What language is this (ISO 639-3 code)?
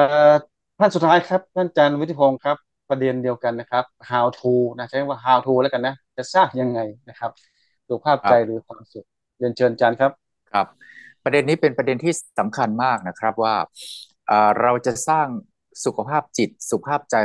tha